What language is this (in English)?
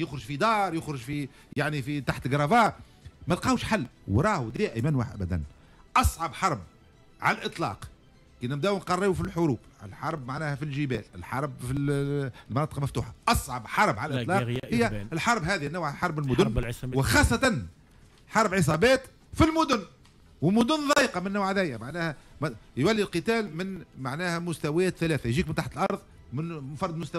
Tunisian Arabic